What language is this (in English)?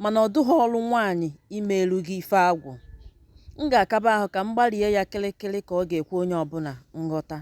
Igbo